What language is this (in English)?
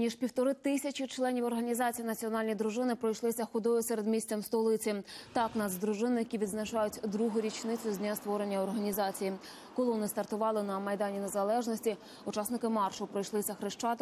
Ukrainian